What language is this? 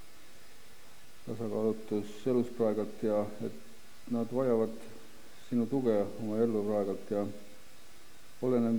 Estonian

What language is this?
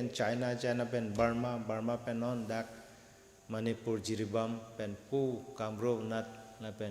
Karbi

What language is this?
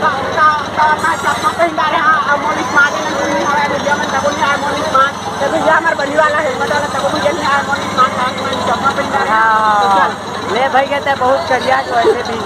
Chhattisgarhi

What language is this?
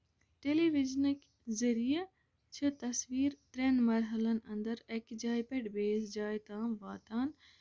Kashmiri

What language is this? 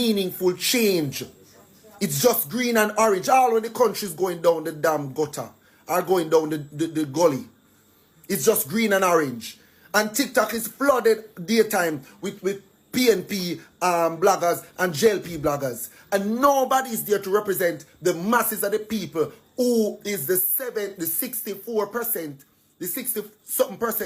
Jamaican Creole English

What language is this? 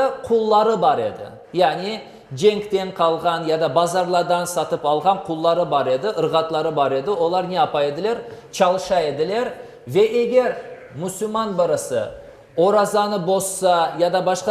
Crimean Tatar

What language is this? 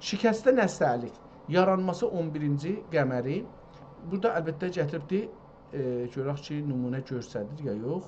South Azerbaijani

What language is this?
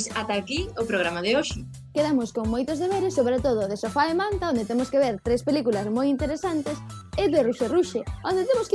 Galician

